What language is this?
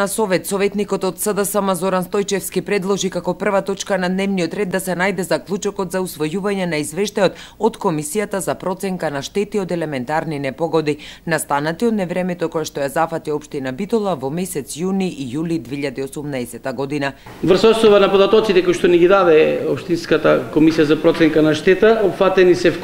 Macedonian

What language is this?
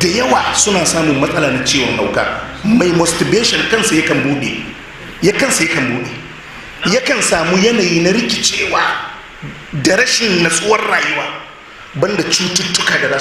Hausa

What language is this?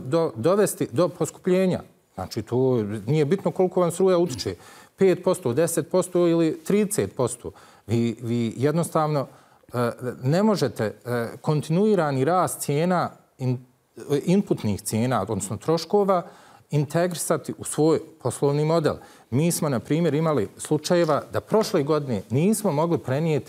Bosnian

